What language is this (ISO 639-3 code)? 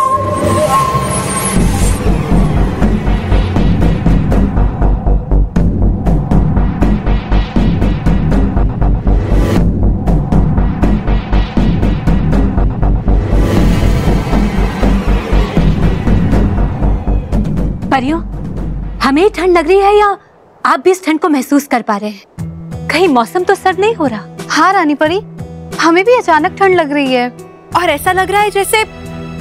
hin